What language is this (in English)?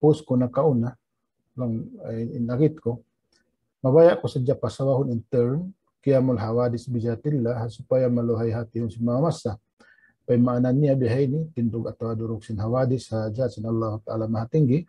Tausug